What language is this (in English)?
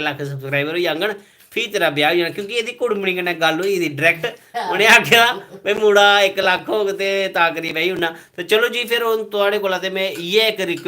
Dogri